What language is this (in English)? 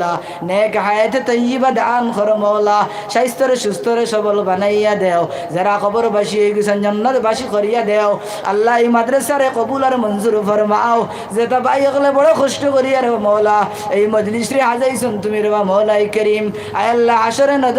Sylheti